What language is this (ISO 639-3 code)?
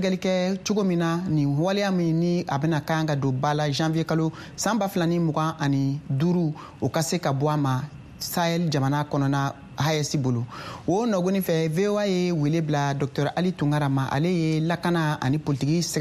bam